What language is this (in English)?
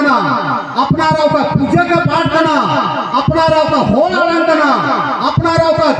Santali